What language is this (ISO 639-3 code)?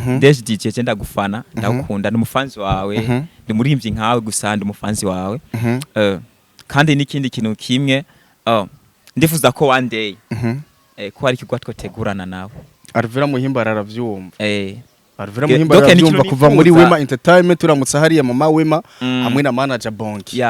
run